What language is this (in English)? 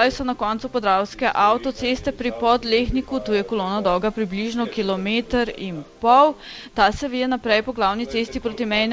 Slovenian